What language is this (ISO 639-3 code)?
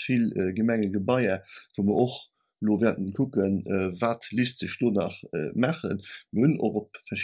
ltz